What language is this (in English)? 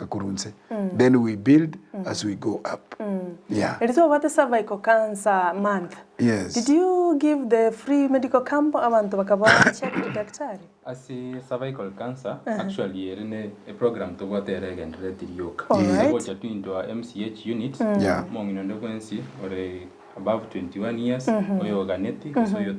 Gusii